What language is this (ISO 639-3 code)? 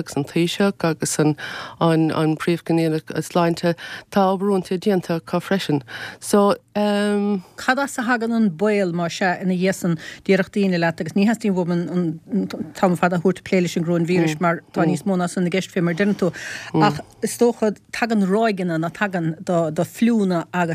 gle